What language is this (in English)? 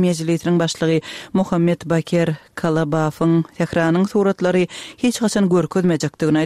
Kyrgyz